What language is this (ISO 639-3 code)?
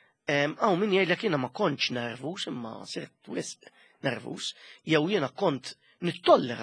mlt